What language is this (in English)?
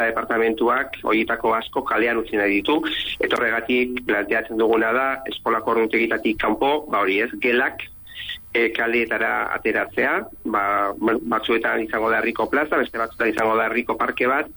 Basque